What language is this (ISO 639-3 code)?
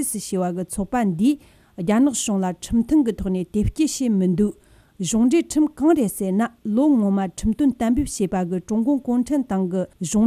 bod